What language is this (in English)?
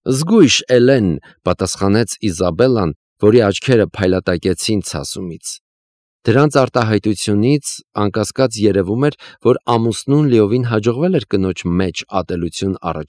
Armenian